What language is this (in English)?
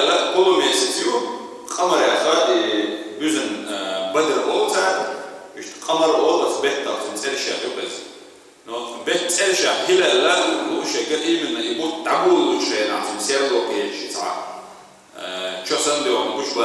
Chechen